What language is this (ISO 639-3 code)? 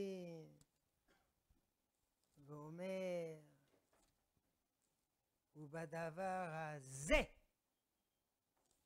heb